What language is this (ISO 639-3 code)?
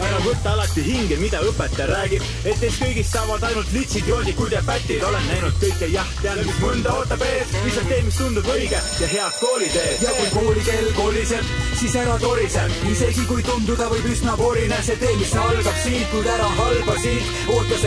est